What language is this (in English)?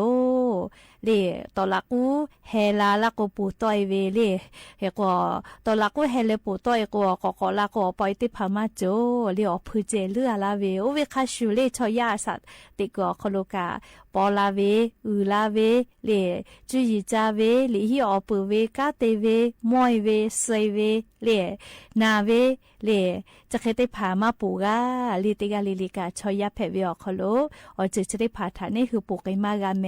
Lahu